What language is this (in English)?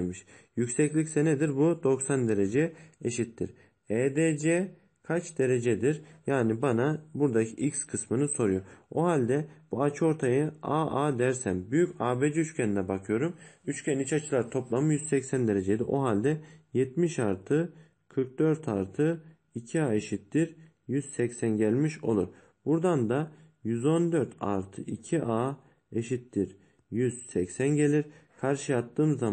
Turkish